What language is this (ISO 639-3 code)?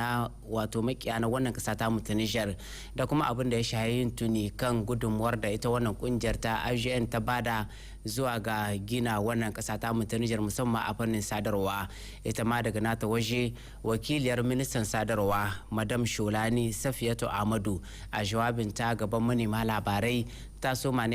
hau